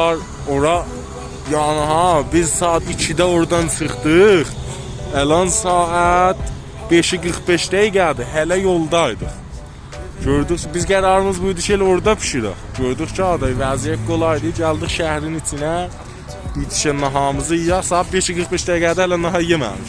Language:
South Azerbaijani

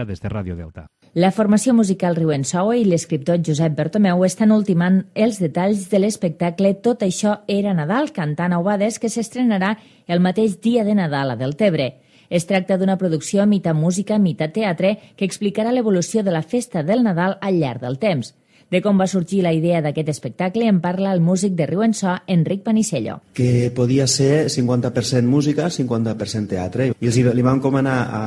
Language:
Catalan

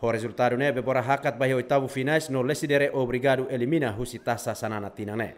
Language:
Tetum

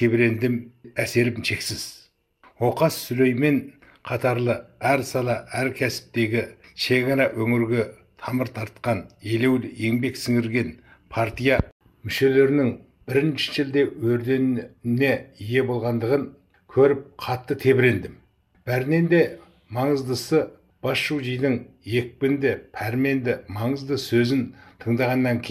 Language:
Kazakh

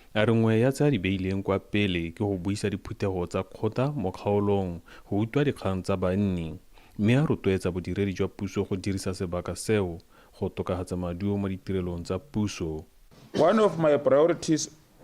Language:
Tswana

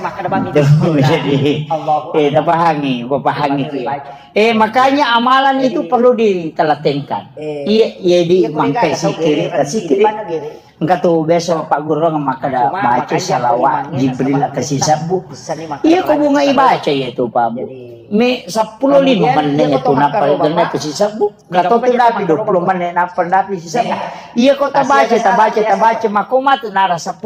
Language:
Buginese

